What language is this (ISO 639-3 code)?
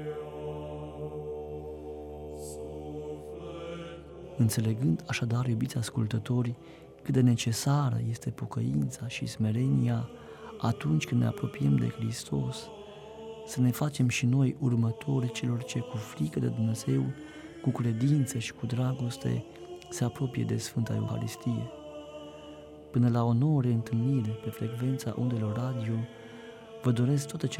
ron